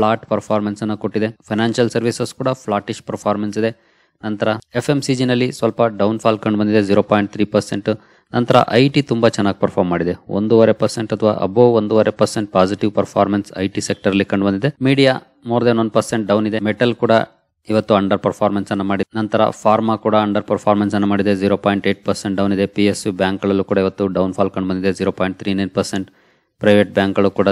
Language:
Kannada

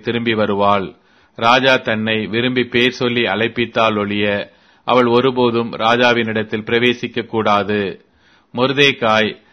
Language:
Tamil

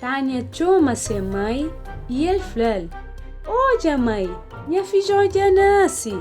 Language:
Kabuverdianu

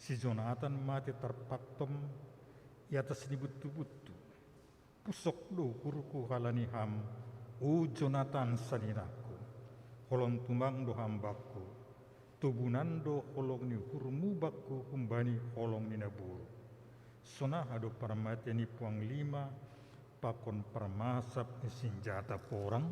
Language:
Batak Simalungun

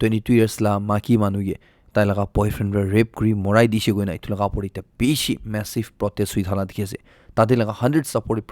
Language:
Naga Pidgin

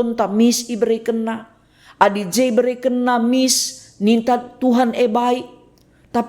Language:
Batak Karo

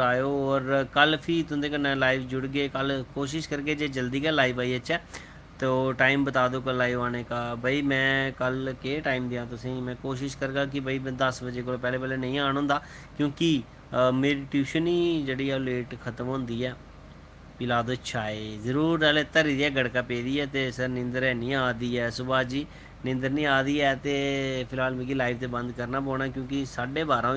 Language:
Dogri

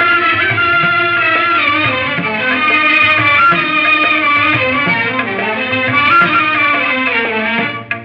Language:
Tamil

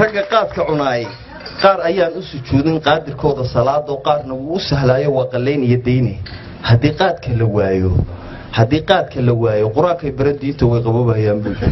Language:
Somali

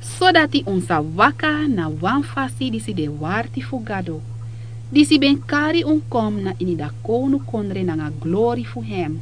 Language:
Sranan Tongo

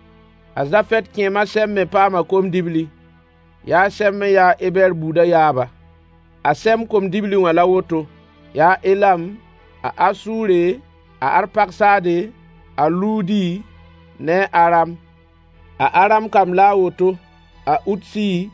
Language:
Mossi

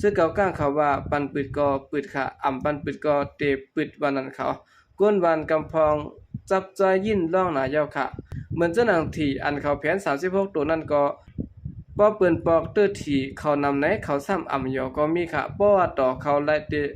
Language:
Shan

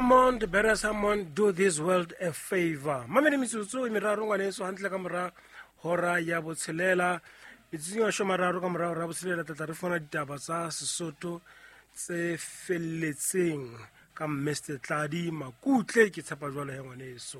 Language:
Southern Sotho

